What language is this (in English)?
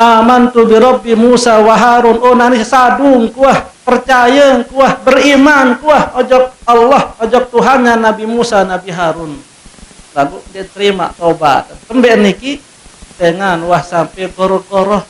Sasak